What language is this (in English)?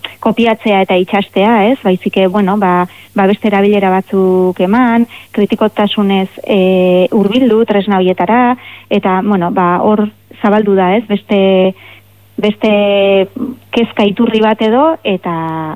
Basque